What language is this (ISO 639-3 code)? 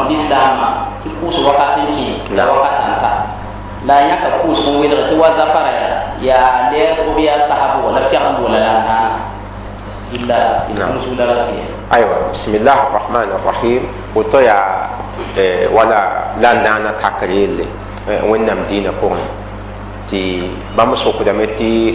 mos